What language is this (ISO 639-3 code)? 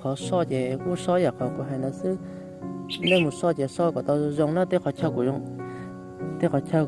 hmn